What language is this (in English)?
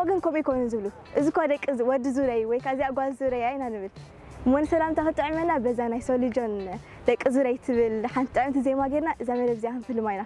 Tigrinya